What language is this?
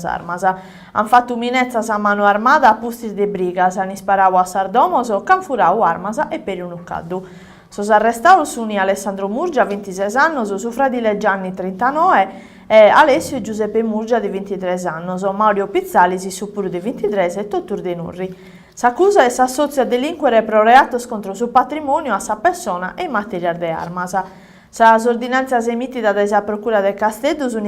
Sardinian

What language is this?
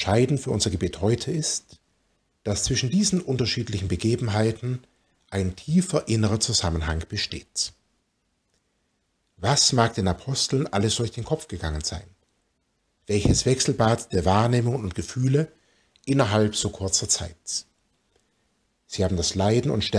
German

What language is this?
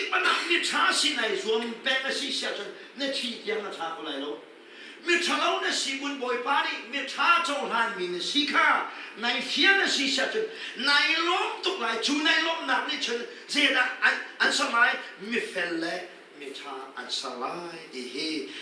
Hakha Chin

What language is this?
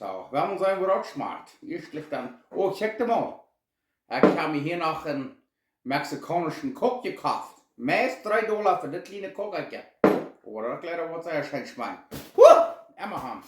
Plautdietsch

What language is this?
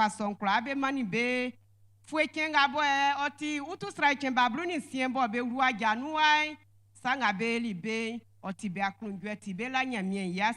Baoulé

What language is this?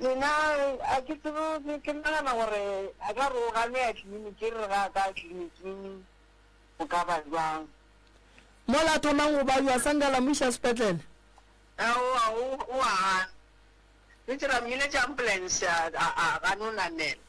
Northern Sotho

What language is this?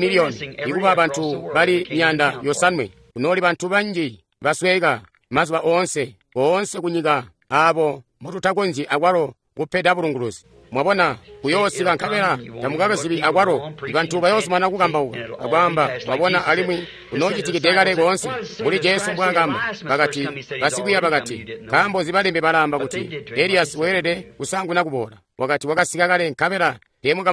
Tonga (Zambia)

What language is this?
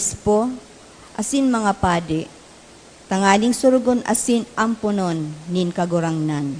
Bikol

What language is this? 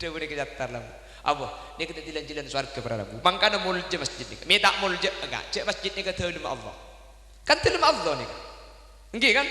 Madurese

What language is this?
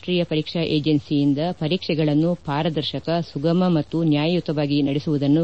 Kannada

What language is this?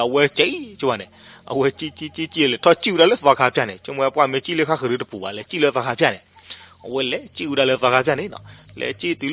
S'gaw Karen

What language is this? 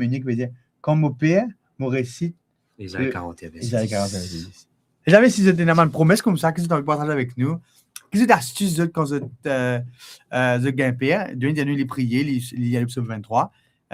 Morisyen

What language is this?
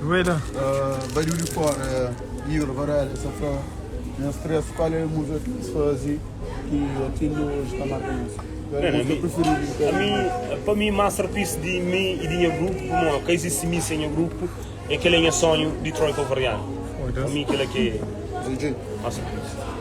Kabuverdianu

